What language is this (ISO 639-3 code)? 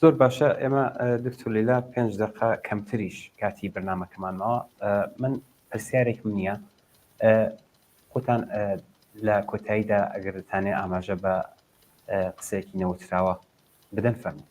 ckb